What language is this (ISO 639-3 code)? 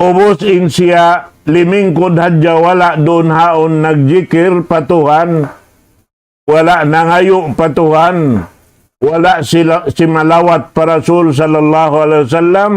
tsg